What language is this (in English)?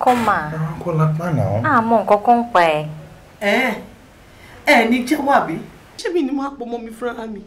Yoruba